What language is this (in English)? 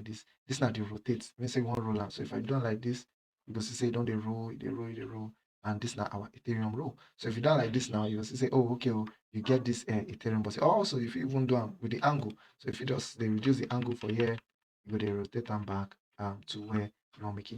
Nigerian Pidgin